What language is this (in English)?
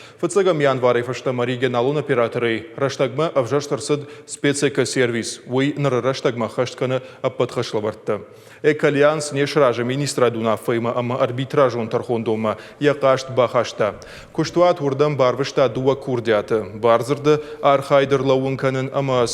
Ossetic